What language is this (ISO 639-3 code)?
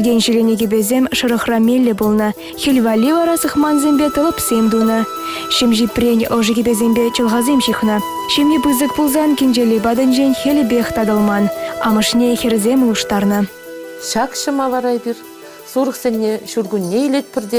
chv